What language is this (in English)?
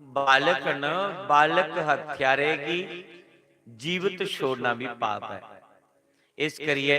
Dogri